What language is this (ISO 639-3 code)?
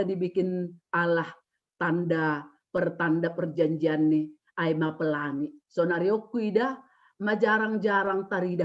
bts